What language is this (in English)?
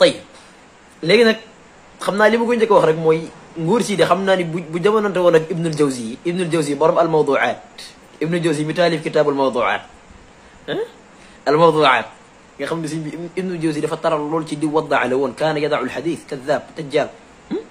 Wolof